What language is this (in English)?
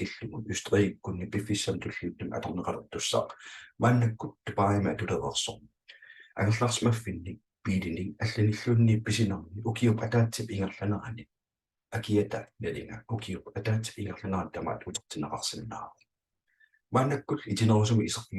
Kalaallisut